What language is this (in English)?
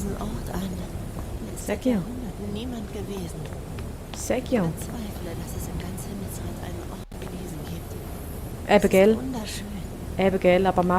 Swiss German